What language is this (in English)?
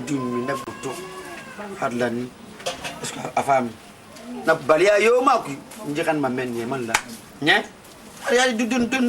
Fula